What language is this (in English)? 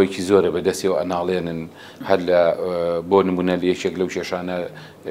Central Kurdish